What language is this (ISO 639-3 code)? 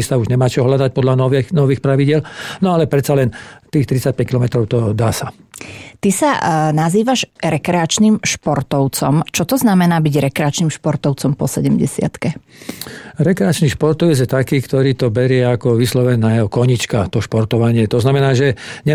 slk